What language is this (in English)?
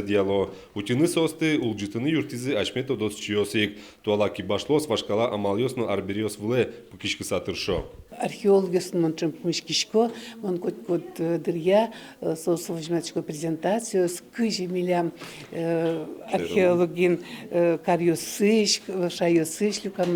Udmurt